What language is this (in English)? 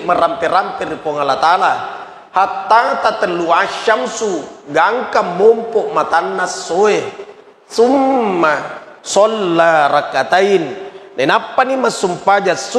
Buginese